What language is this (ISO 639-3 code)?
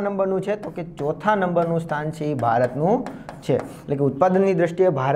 guj